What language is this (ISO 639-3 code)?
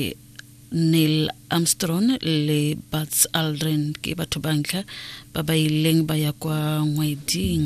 tsn